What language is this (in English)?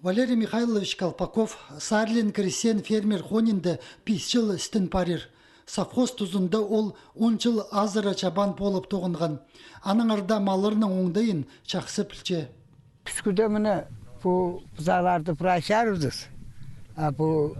Khakas